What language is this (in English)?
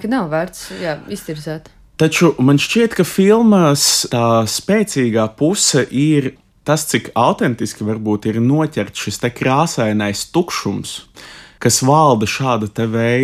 Latvian